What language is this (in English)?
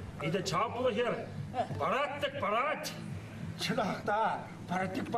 Chuvash